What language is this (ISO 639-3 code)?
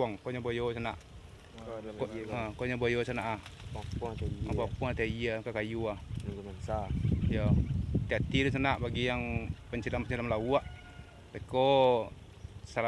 min